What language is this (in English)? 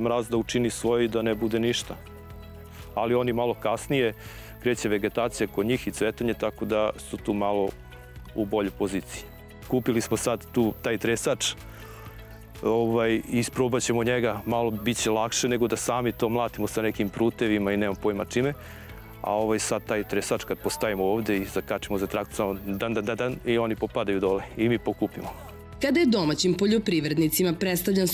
Serbian